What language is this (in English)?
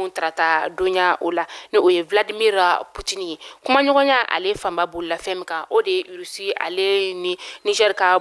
Bambara